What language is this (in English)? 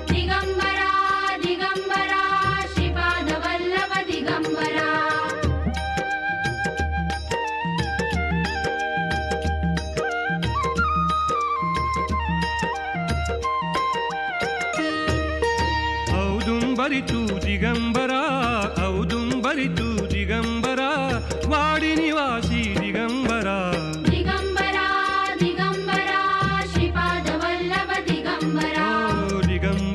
Marathi